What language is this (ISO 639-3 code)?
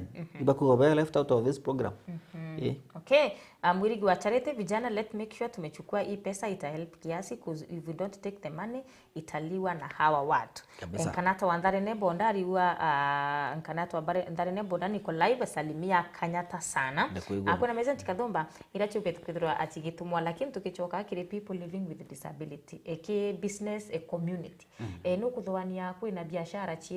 mer